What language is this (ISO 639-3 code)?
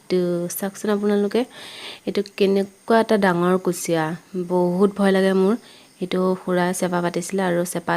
asm